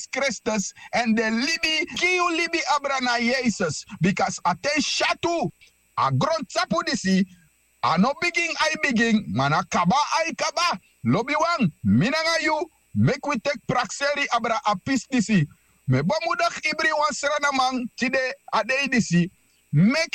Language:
Sranan Tongo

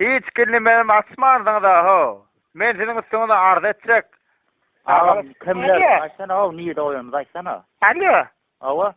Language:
Turkmen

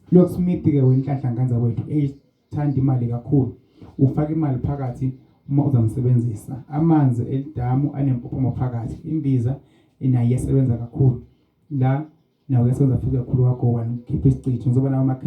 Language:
Zulu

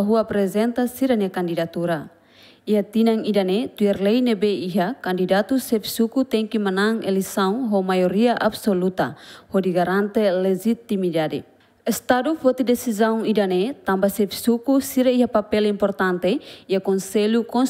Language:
Tetum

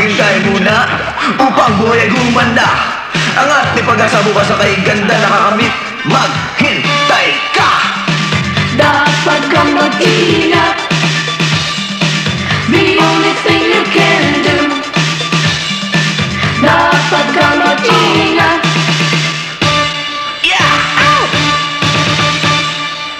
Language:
Filipino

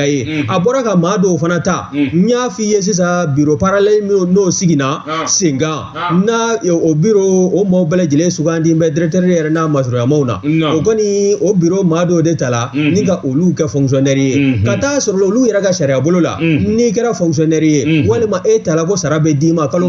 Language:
Bambara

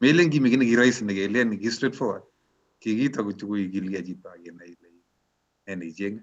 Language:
Kalenjin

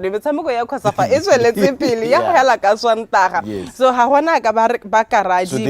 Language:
Tswana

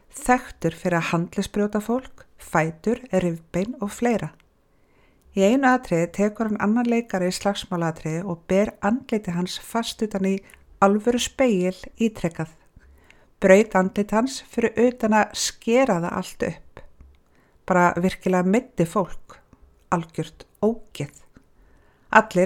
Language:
Icelandic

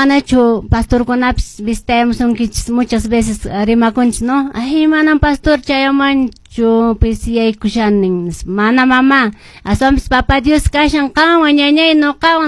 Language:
Quechua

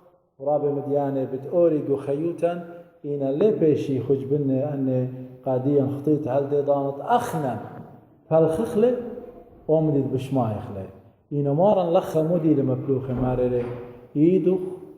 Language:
Assyrian Neo-Aramaic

